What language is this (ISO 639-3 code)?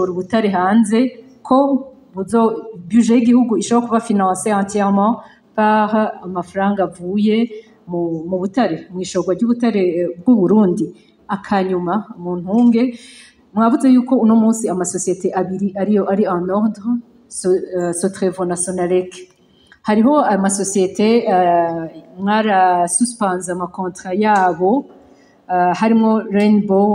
run